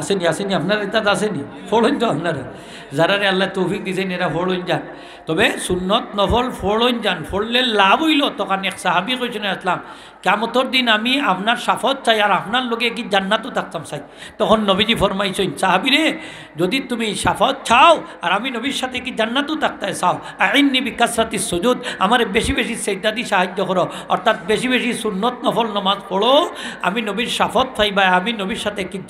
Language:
Sylheti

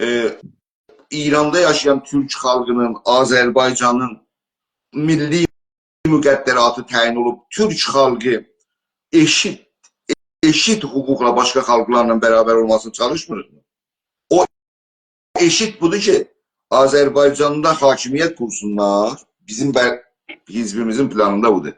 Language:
South Azerbaijani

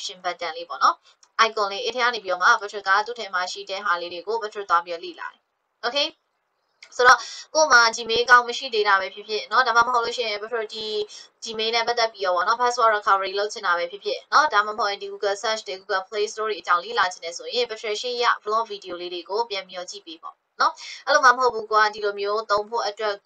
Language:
Burmese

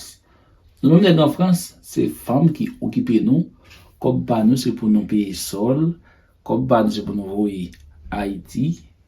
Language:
Haitian Creole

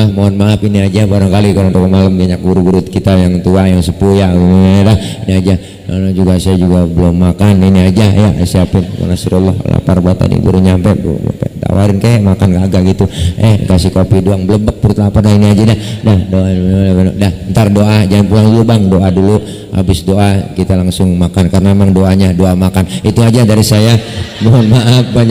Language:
Betawi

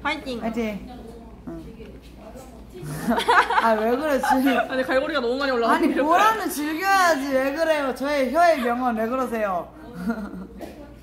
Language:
Korean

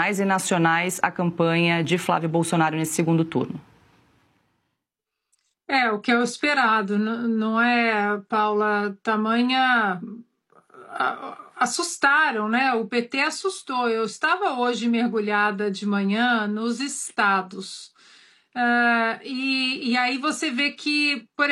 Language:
Portuguese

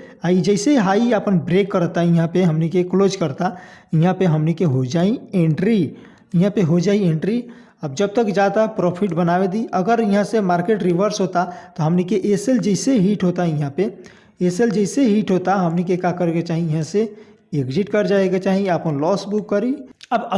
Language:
Bhojpuri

